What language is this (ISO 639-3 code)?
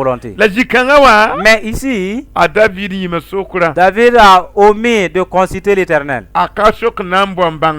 mos